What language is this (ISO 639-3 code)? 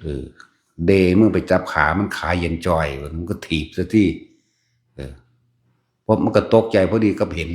tts